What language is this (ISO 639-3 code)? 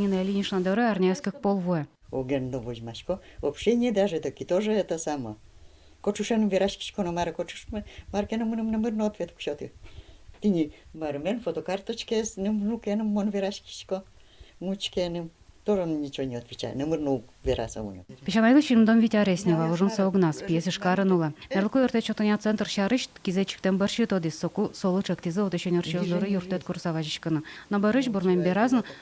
udm